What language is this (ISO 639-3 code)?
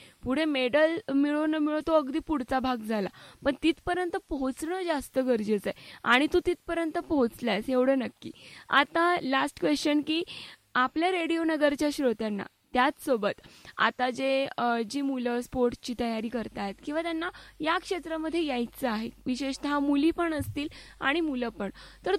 mar